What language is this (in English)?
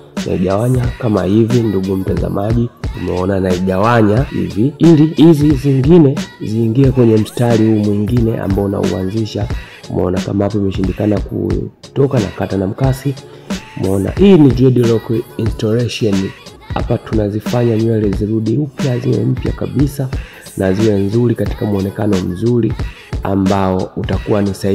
Swahili